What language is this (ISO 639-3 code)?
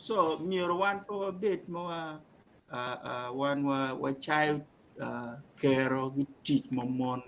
ach